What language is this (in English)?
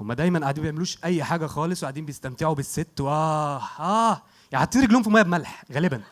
Egyptian Arabic